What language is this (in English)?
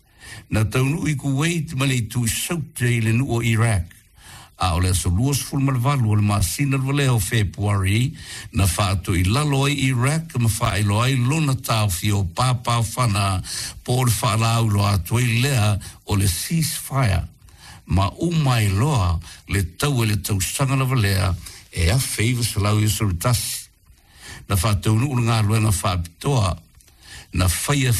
Samoan